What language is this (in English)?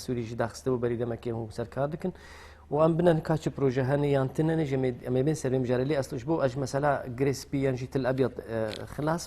Kurdish